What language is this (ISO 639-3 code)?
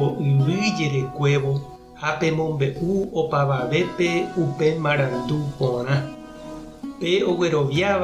grn